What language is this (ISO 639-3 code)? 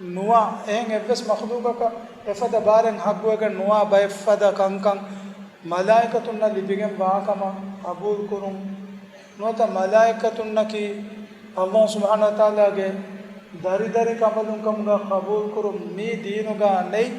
div